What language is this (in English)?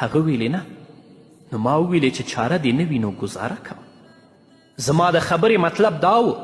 Pashto